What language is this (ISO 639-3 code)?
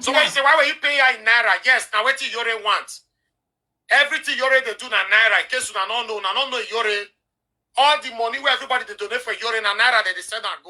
pcm